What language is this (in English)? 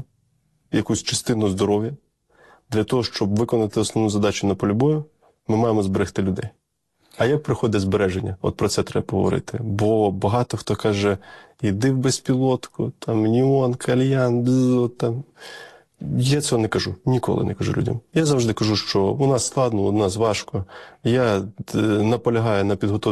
Ukrainian